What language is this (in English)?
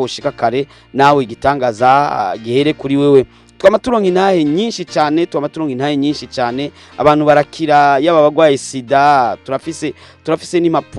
Rundi